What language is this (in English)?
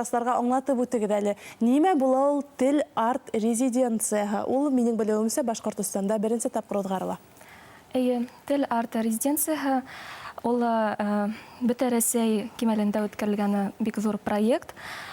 Bashkir